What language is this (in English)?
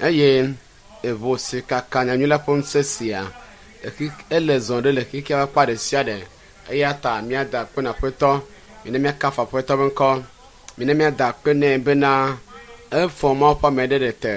Ewe